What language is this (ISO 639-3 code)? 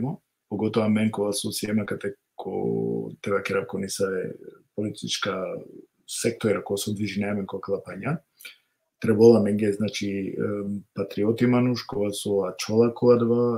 rmn